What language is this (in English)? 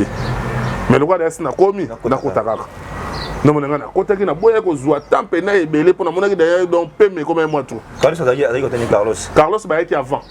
Lingala